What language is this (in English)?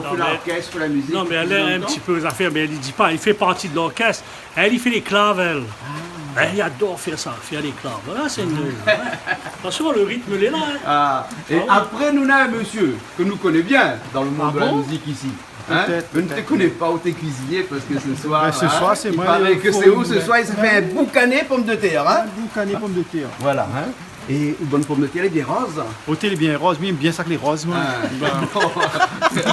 Réunion Creole French